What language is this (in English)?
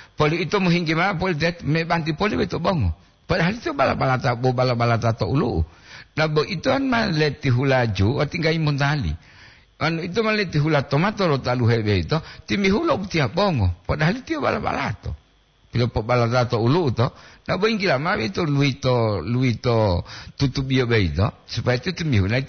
Gorontalo